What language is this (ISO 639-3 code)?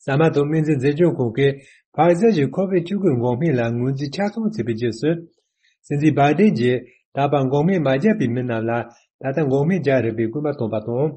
bod